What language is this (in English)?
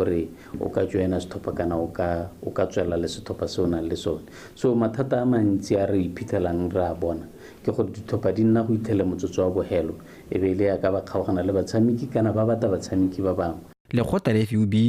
Tswana